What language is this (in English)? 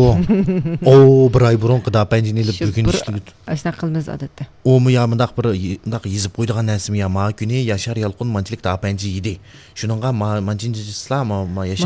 Uyghur